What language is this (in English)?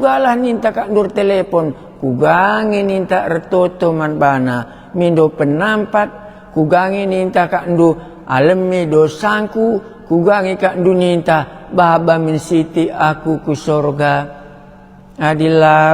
Batak Karo